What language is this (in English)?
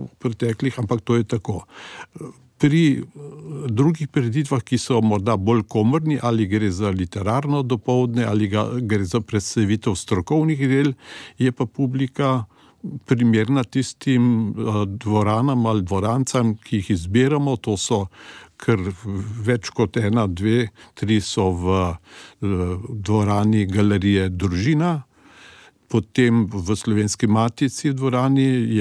Slovenian